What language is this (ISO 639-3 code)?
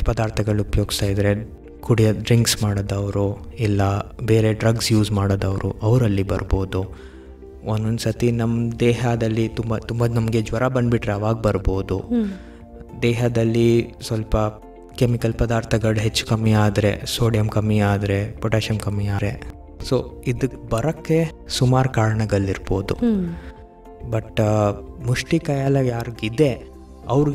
kan